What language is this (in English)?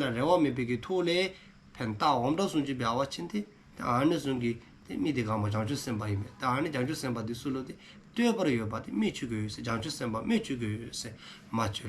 Dzongkha